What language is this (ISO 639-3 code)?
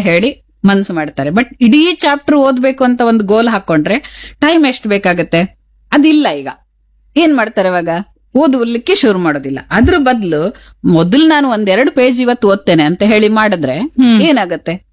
kan